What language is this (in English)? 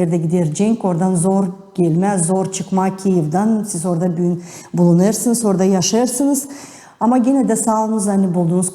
Gagauz